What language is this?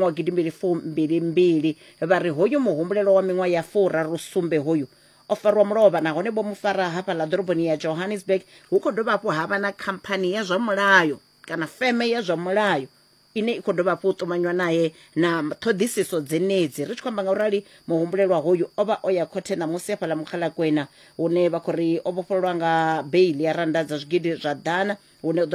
Venda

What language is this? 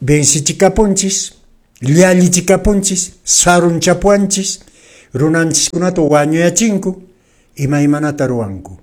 Quechua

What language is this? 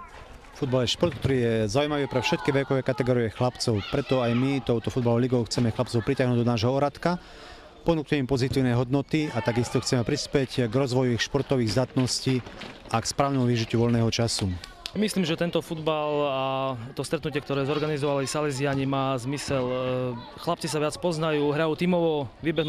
Slovak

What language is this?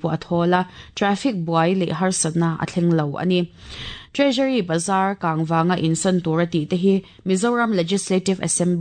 Mizo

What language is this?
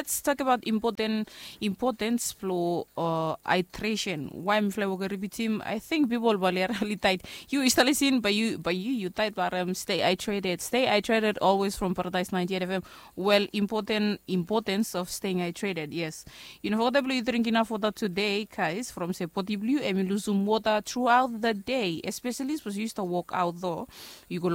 Bislama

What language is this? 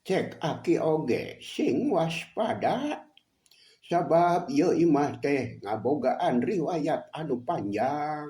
Sundanese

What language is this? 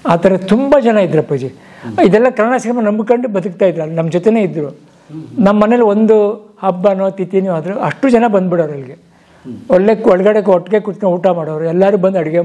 Kannada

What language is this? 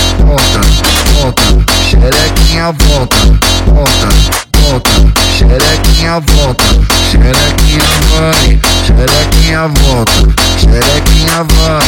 Portuguese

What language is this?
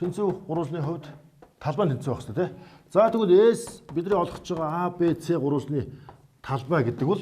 Mongolian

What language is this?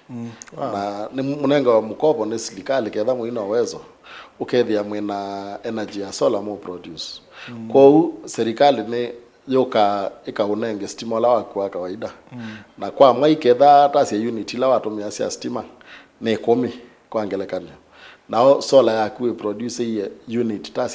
Kamba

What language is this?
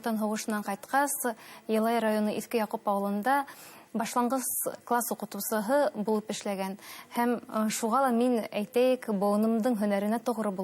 Bashkir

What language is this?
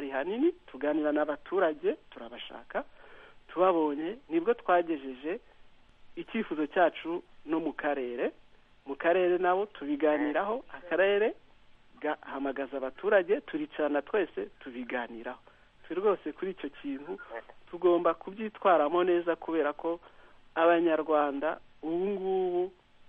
Kinyarwanda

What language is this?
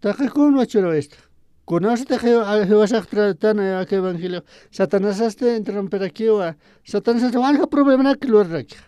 Aymara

